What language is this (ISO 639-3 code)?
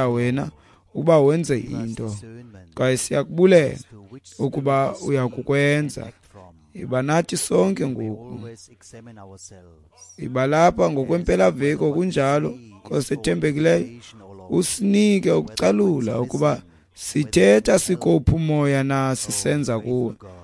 xho